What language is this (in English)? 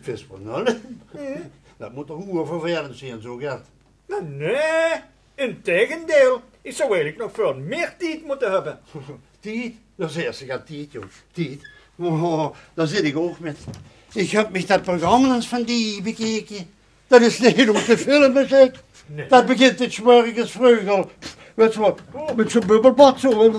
Limburgish